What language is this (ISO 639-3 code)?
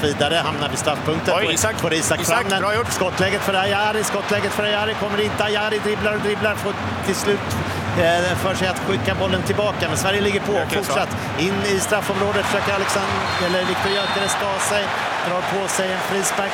swe